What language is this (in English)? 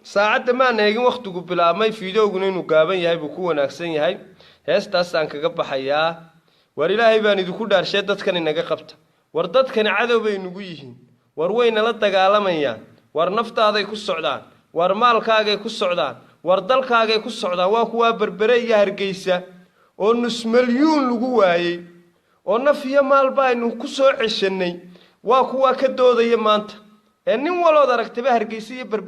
Somali